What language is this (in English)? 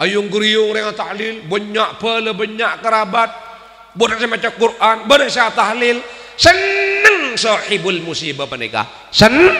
Madurese